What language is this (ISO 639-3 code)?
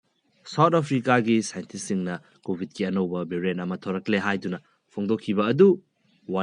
mni